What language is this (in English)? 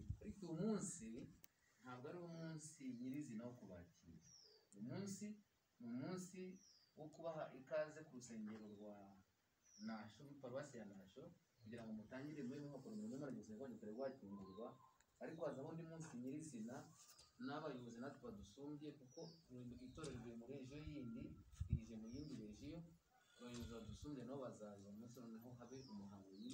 Kinyarwanda